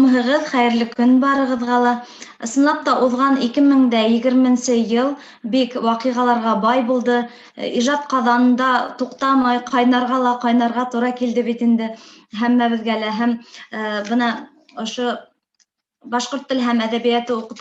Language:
Bashkir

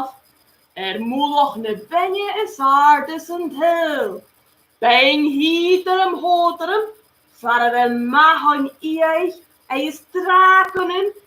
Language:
Scottish Gaelic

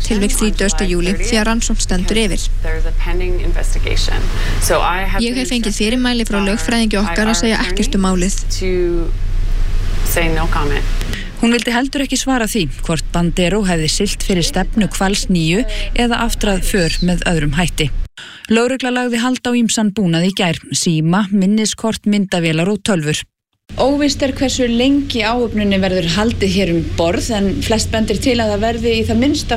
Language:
Icelandic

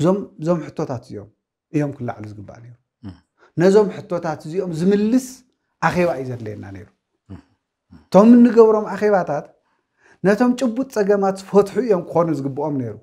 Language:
Tigrinya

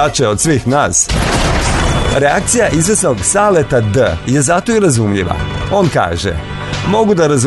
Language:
Serbian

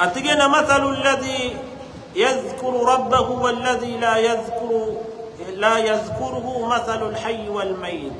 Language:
Maranao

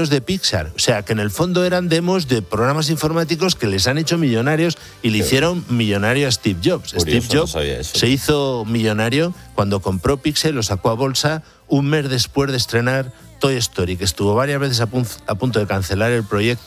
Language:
Spanish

